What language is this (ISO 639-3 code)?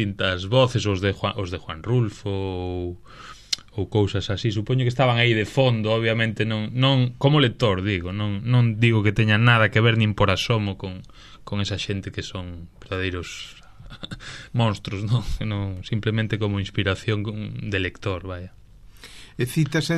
glg